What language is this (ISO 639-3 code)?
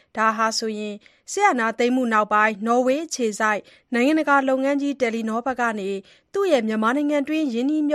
mya